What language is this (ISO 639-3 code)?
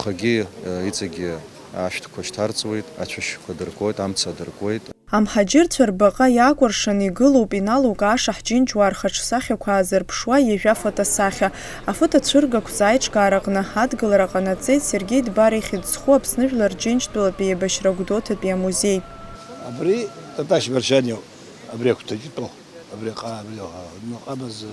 abk